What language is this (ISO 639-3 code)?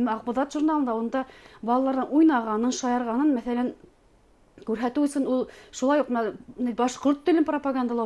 bak